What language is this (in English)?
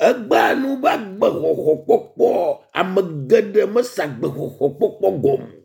Ewe